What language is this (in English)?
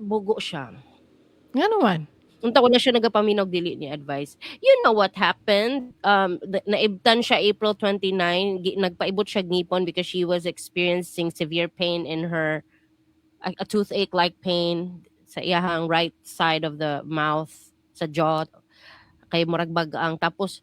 Cebuano